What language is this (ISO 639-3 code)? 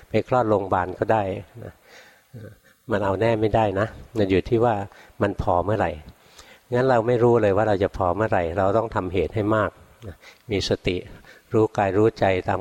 tha